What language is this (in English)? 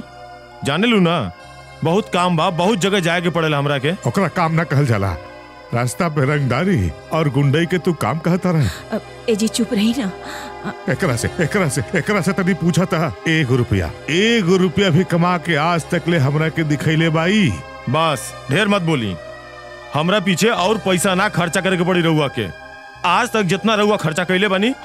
Bhojpuri